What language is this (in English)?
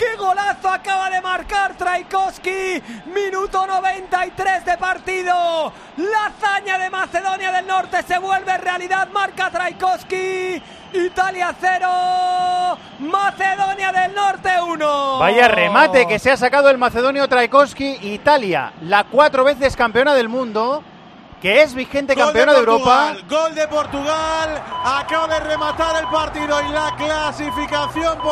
Spanish